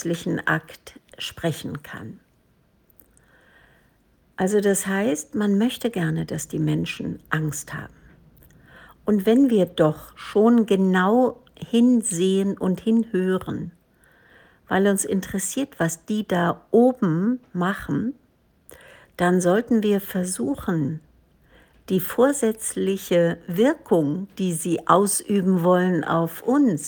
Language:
German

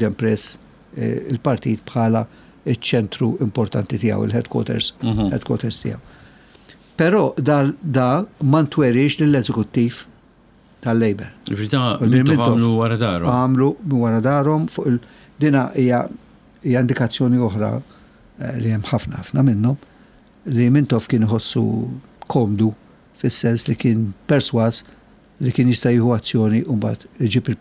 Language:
Maltese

